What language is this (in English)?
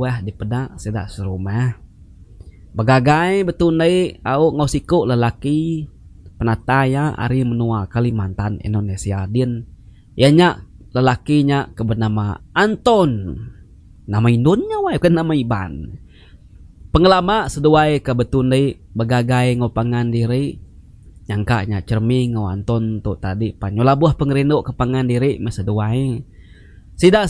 Iban